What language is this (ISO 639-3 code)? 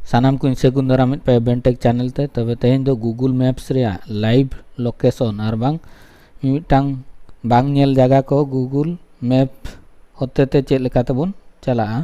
sat